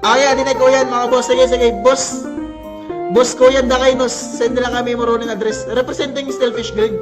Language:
Waray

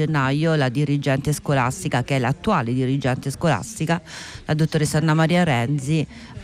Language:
Italian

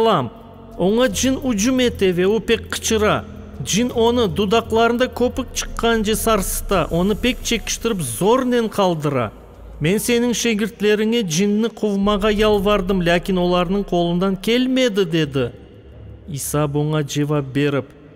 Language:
Crimean Tatar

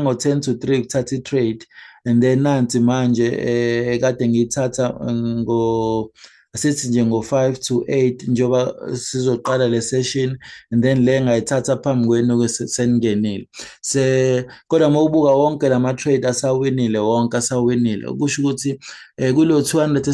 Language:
Zulu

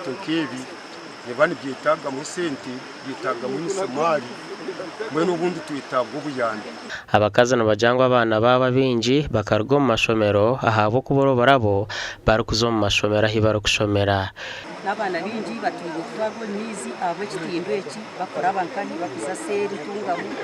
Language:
Nyankole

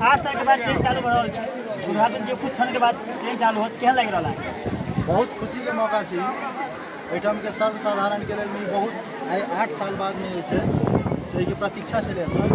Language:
Maithili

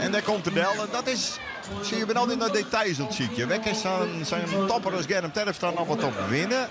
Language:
Western Frisian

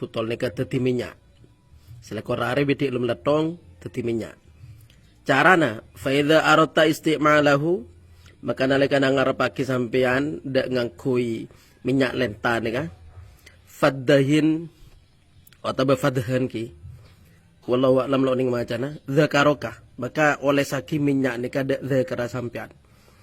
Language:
Madurese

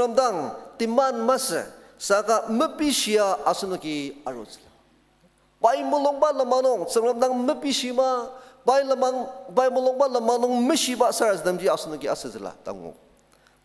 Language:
Ao Naga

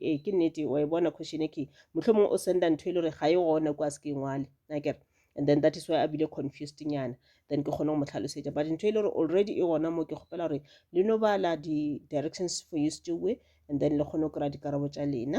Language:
Northern Sotho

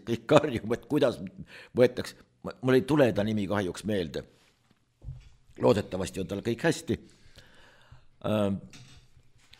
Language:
Estonian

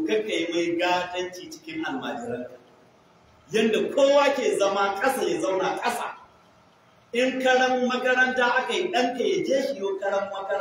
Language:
Hausa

